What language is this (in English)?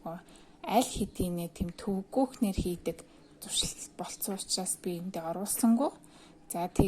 Mongolian